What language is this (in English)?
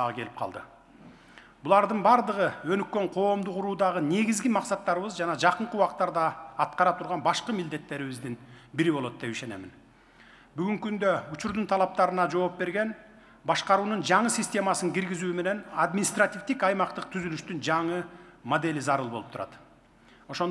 Kyrgyz